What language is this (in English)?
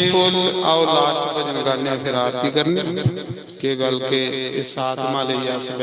Dogri